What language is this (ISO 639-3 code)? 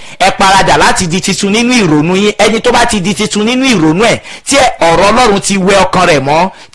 yor